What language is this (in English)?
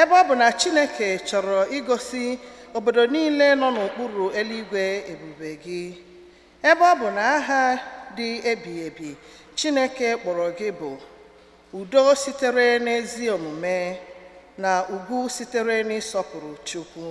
Igbo